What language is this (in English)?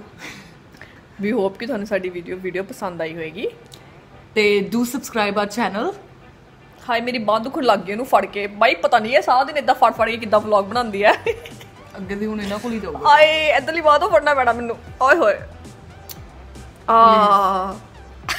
Punjabi